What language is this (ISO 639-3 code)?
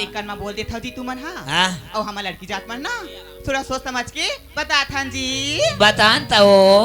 hne